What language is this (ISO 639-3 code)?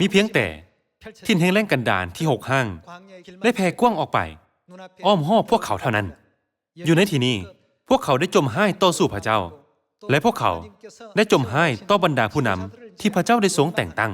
lao